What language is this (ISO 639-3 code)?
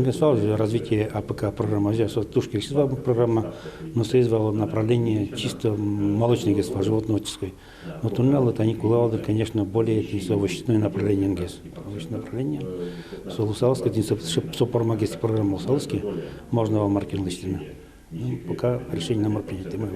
udm